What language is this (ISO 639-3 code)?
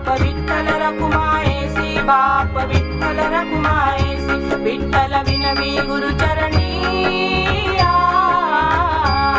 mar